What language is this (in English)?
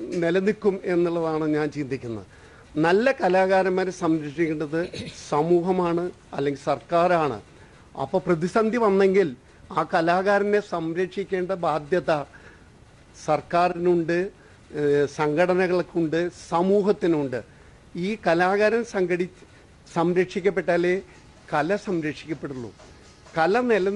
Malayalam